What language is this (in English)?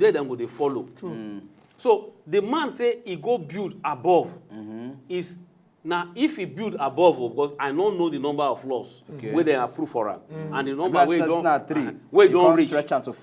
Nigerian Pidgin